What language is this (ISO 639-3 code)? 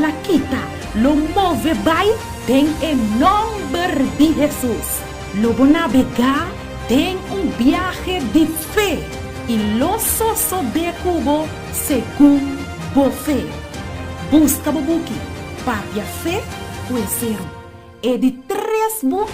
pap